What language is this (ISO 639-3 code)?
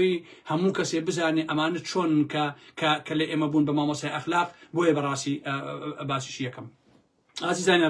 ckb